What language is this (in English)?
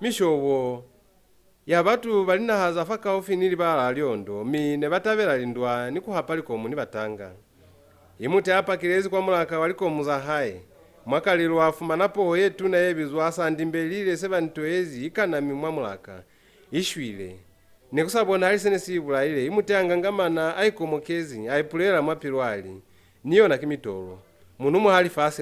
Lozi